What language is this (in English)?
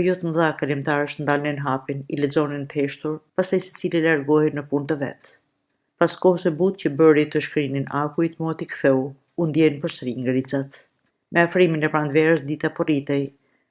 Albanian